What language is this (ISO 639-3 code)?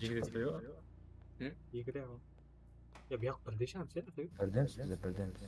kaa